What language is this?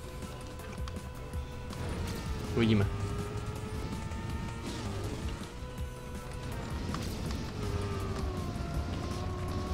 Czech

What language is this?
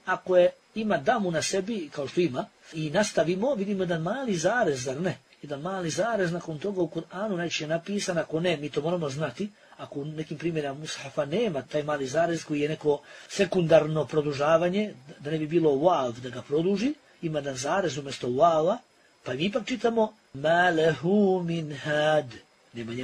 Bosnian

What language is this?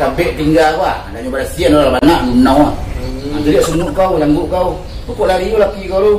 Minangkabau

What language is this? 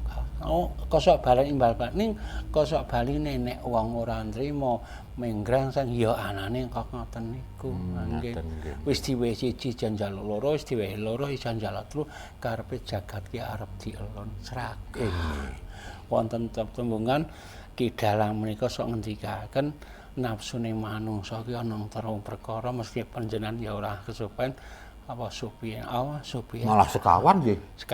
Javanese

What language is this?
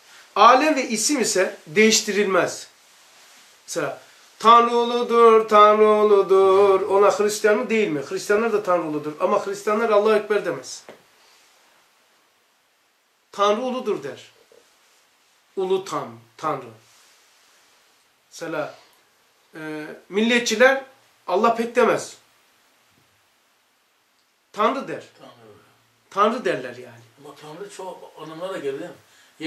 Turkish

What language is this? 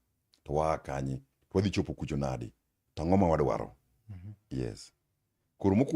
Luo (Kenya and Tanzania)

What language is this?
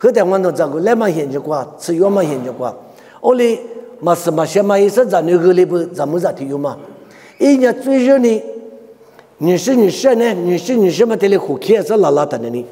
Lisu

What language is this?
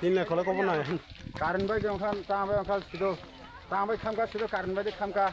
Kok Borok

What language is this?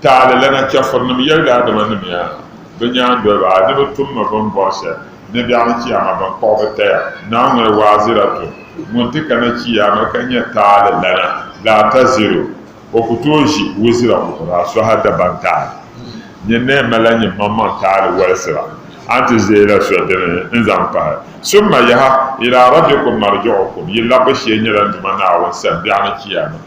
Dagbani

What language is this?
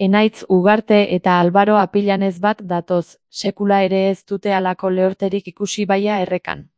Basque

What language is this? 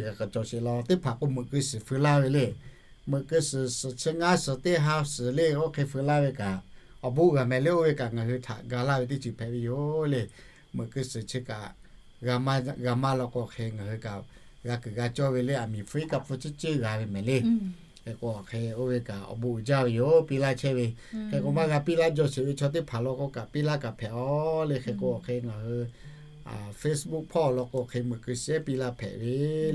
Lahu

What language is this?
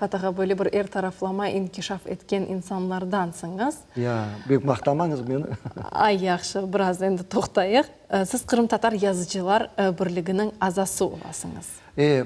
Crimean Tatar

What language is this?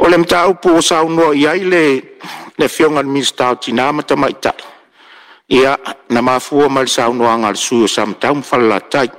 Samoan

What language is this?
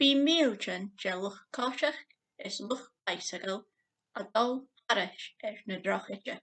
Scottish Gaelic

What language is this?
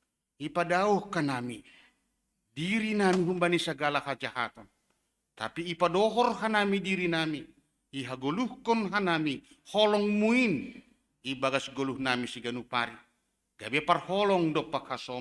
Batak Simalungun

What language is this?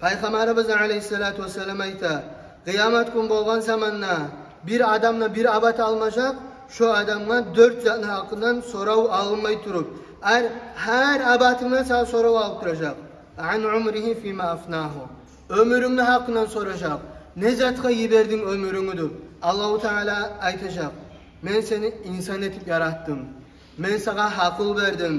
Kumyk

